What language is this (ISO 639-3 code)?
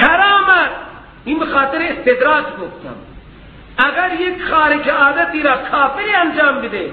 fas